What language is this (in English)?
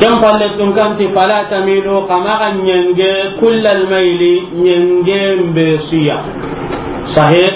Soninke